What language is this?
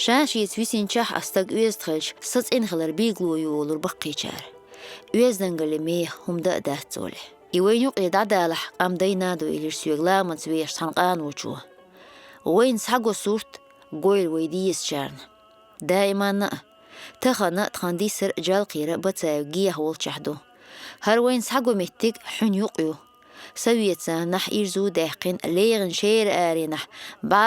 Chechen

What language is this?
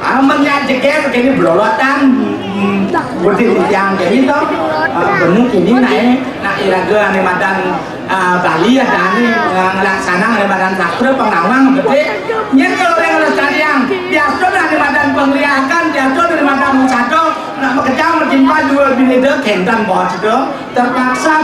Balinese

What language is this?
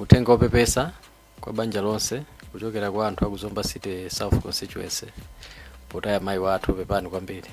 Nyanja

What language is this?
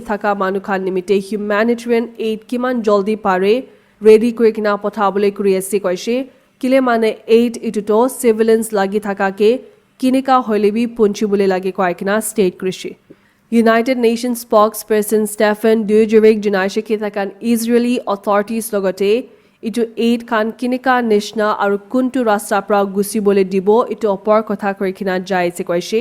Naga Pidgin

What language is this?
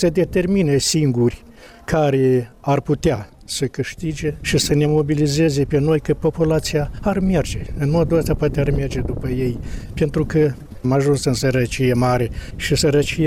Romanian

